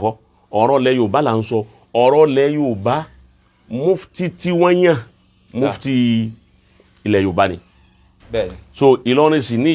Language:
Yoruba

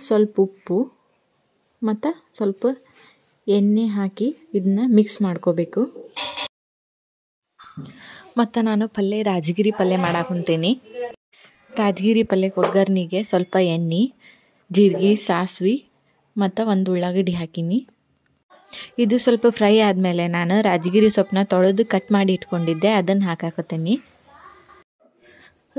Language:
Kannada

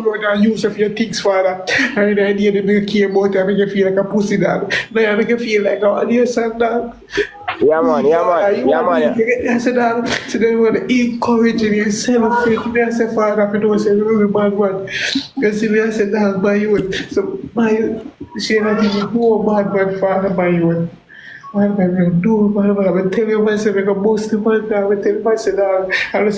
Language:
Jamaican Creole English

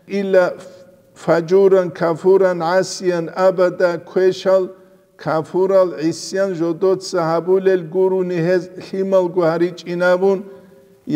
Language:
Avaric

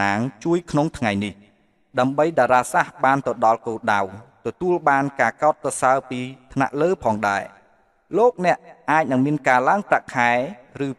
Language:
Khmer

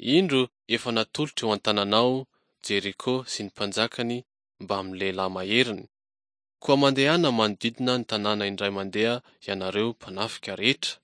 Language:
Malagasy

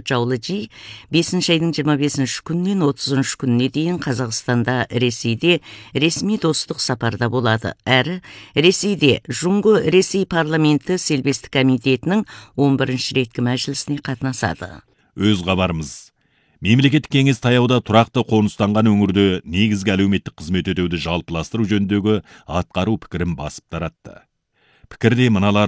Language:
Kazakh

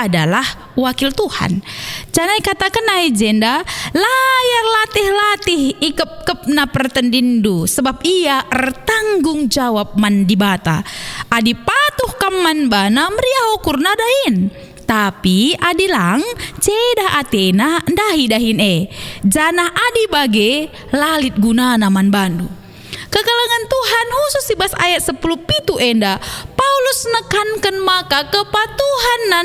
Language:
Batak Karo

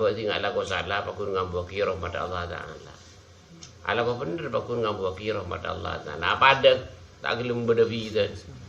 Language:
Madurese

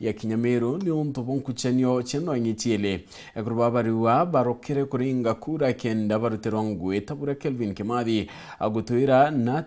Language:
Meru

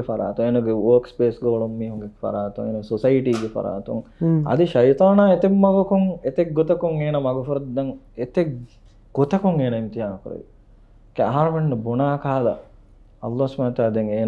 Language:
Divehi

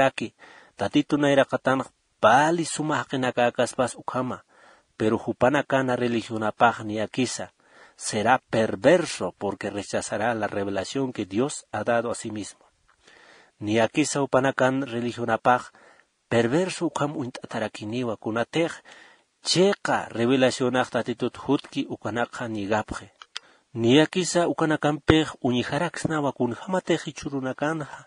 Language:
Aymara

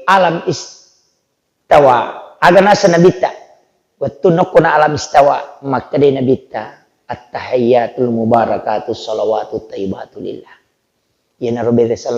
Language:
Buginese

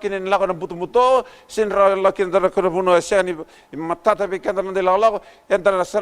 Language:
Fijian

